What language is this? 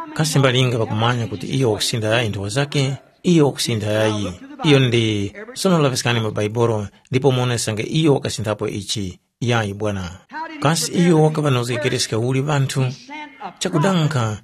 Tumbuka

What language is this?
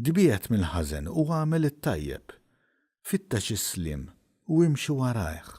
Maltese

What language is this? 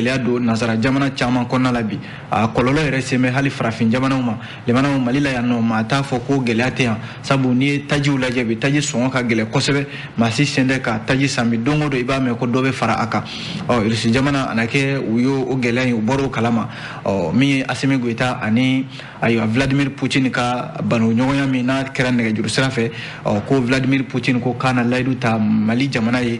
Bambara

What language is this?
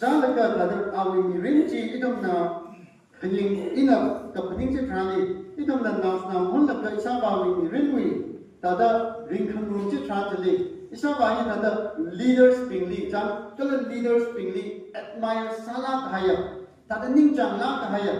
Tangkhul Naga (India)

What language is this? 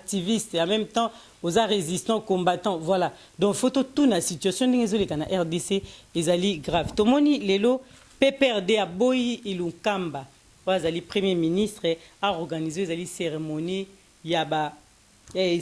Lingala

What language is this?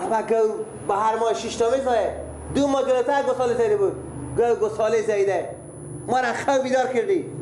Persian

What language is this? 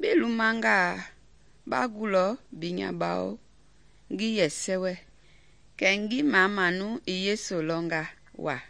Mende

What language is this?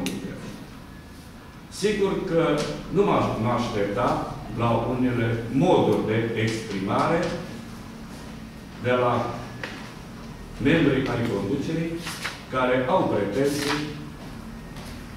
Romanian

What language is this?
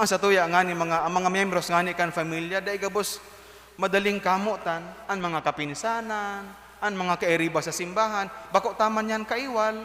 Bikol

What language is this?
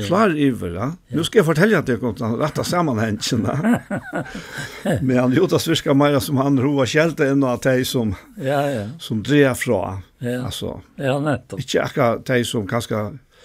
Faroese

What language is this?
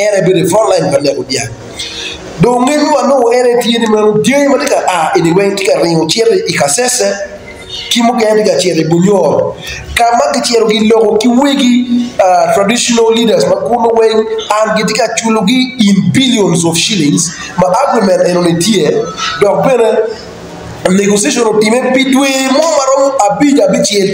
Acoli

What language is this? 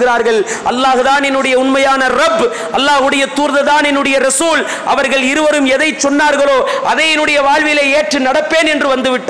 Tamil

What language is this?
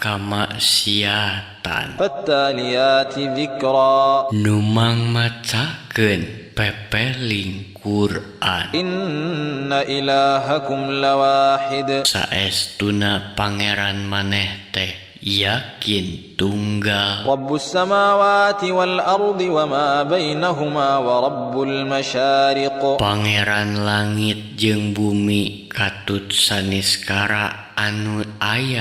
Sundanese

